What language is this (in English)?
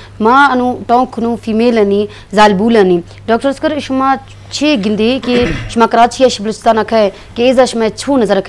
Baluchi